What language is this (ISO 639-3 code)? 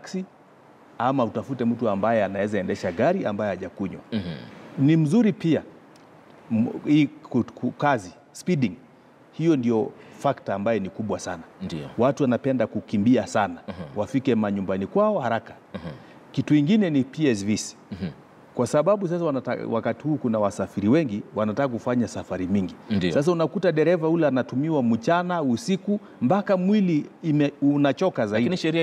swa